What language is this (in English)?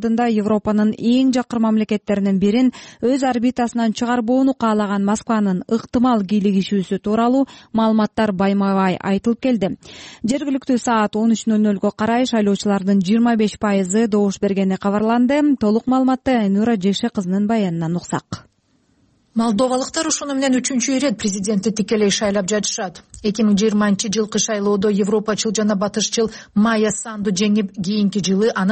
Kyrgyz